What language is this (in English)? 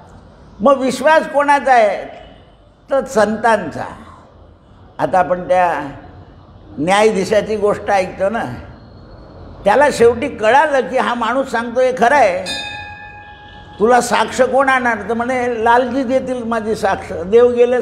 Marathi